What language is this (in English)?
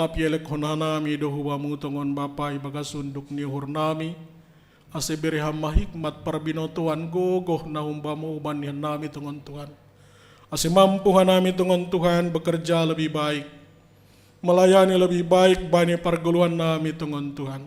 Batak Simalungun